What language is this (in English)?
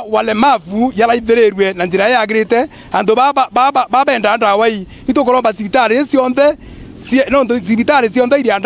Meru